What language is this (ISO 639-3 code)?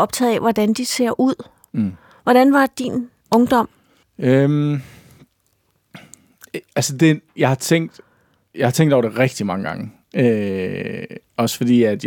dan